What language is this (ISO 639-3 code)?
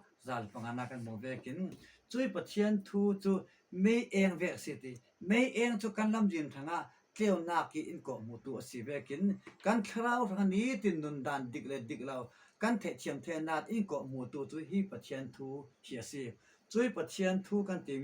cfm